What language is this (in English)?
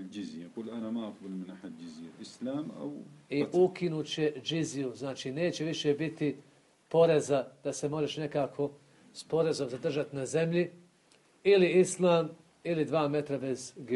Serbian